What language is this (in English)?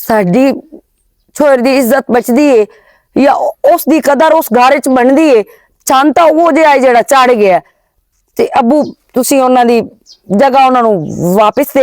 Western Panjabi